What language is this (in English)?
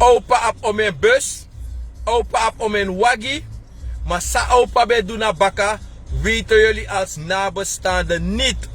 Sranan Tongo